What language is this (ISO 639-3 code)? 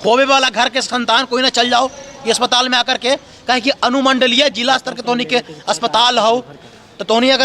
mag